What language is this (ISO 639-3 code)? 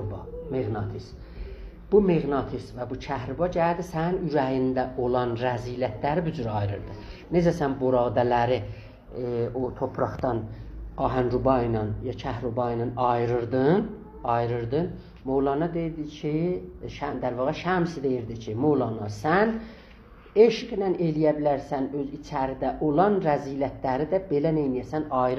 azb